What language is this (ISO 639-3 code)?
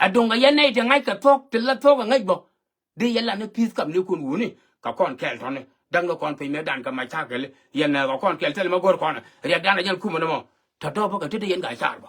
nus